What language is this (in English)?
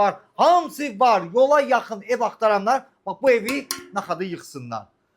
Azerbaijani